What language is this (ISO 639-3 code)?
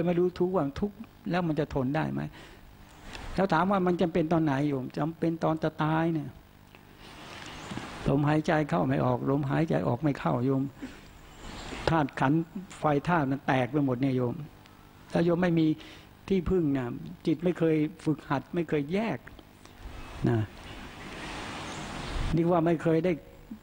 tha